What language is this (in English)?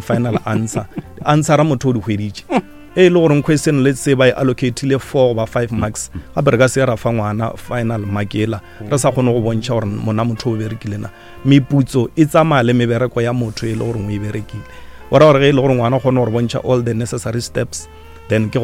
Northern Sotho